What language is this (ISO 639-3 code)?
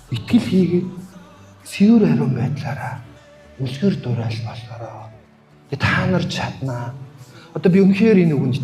mon